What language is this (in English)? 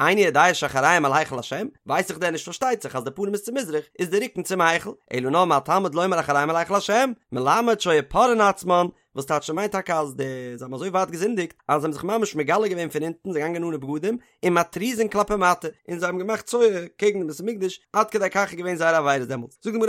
Yiddish